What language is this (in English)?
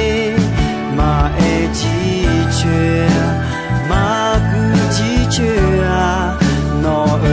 Akha